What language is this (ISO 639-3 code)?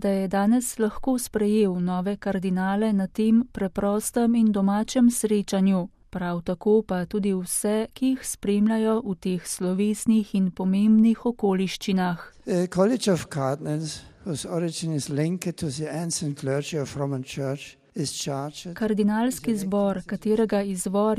slv